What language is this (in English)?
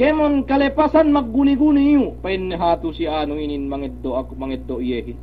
Yakan